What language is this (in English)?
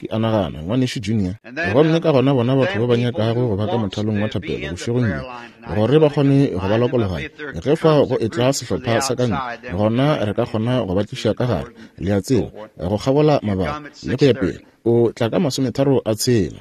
Northern Sotho